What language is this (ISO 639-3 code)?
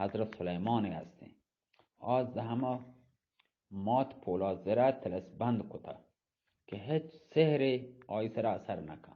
bgp